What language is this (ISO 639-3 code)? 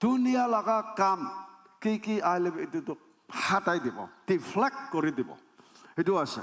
nag